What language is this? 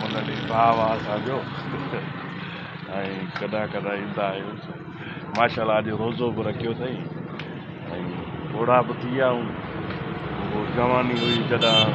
Sindhi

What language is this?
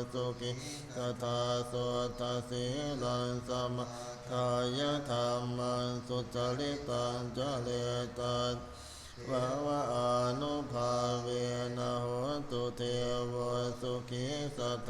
Pali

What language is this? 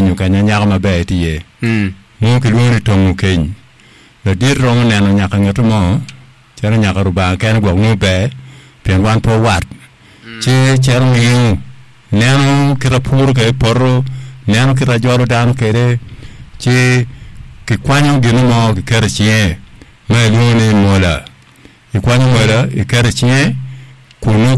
Acoli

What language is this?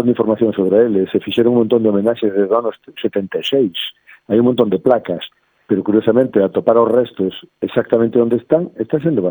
Galician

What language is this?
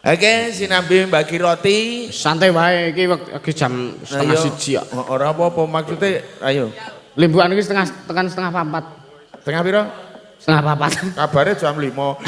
Javanese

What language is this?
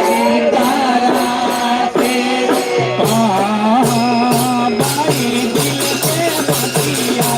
Magahi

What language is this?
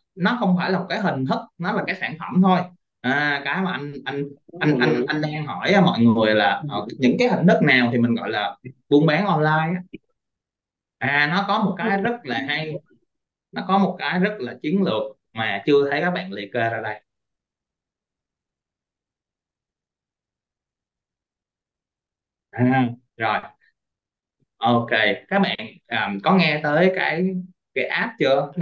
Vietnamese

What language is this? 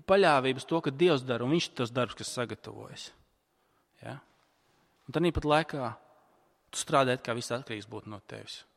Latvian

